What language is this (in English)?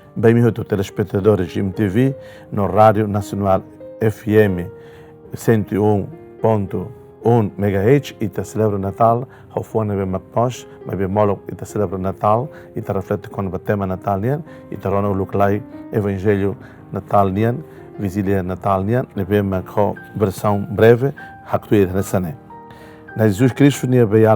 Tetum